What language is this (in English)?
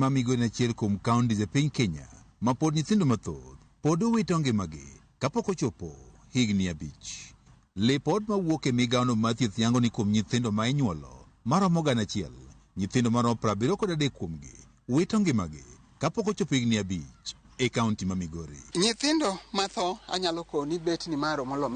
Luo (Kenya and Tanzania)